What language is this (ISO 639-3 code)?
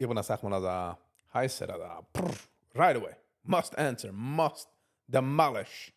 yid